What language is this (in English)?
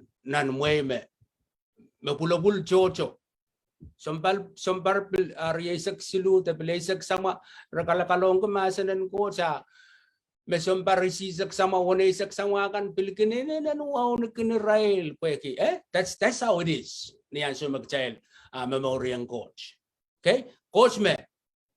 Pohnpeian